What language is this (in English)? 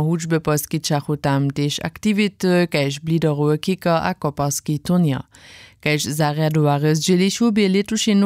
Upper Sorbian